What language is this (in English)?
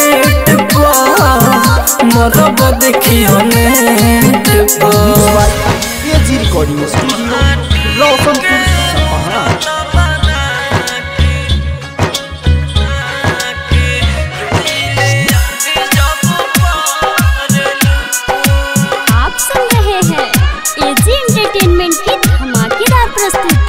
Bhojpuri